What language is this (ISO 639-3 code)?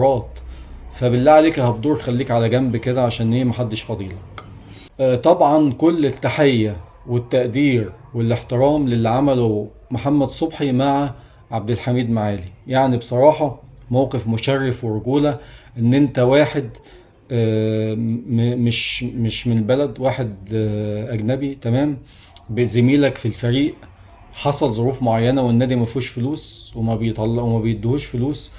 arz